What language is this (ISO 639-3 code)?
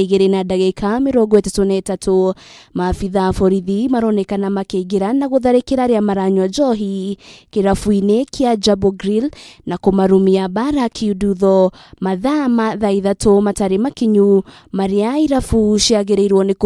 kik